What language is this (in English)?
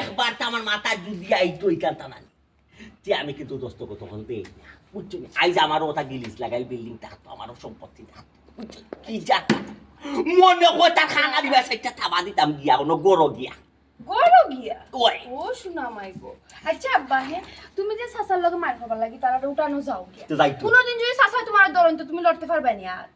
Sylheti